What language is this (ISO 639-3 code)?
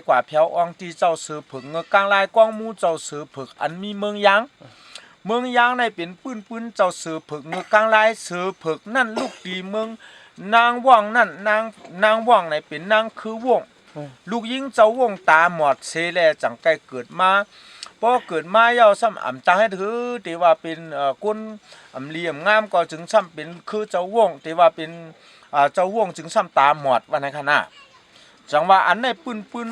shn